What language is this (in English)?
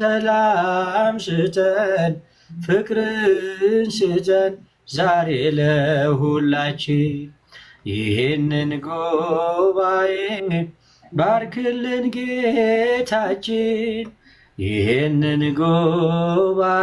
Amharic